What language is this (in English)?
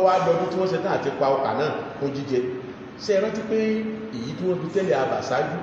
Yoruba